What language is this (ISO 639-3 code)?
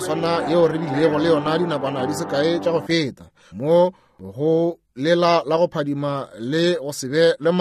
nso